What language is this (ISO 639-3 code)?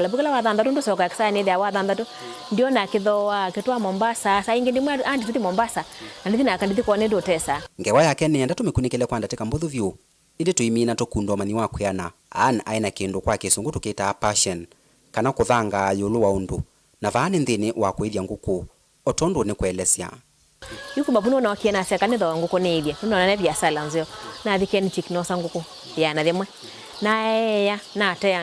kam